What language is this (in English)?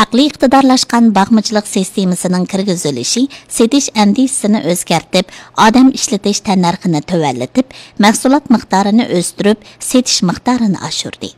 Uyghur